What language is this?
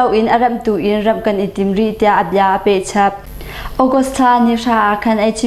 Hakha Chin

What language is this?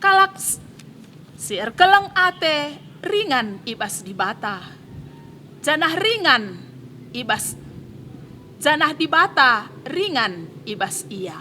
Batak Karo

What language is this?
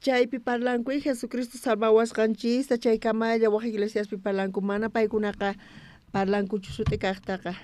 South Bolivian Quechua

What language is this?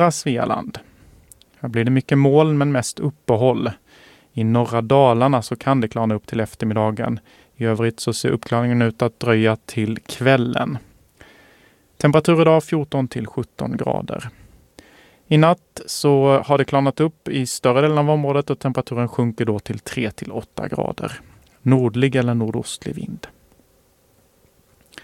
Swedish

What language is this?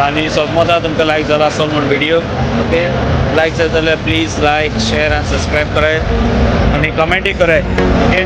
Konkani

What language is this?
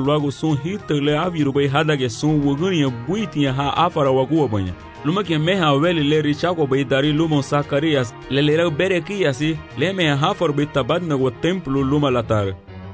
Garifuna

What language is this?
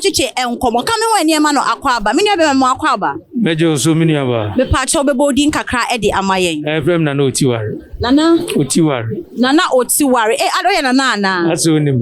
Akan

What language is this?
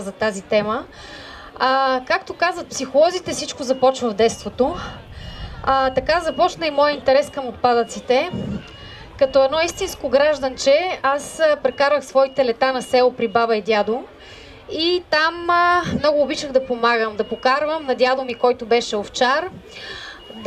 Bulgarian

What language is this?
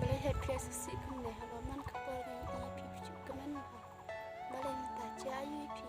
Khasi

